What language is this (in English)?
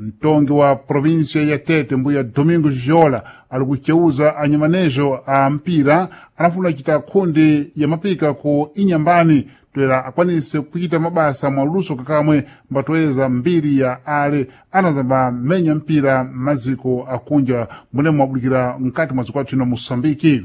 Sena